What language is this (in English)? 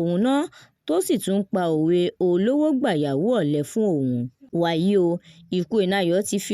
Yoruba